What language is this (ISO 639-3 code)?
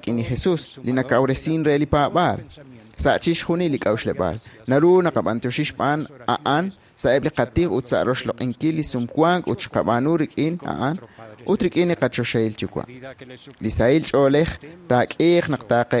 kek